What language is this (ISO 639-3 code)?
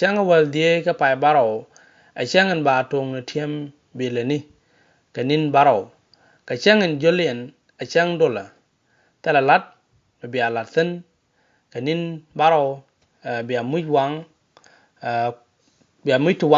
nus